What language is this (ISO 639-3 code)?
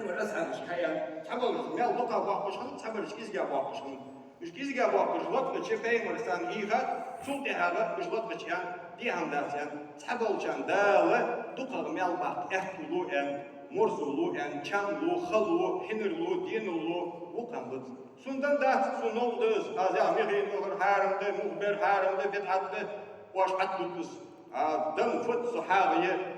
inh